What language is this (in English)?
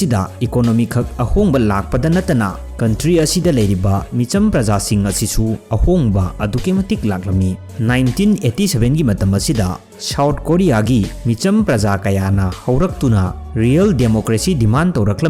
Manipuri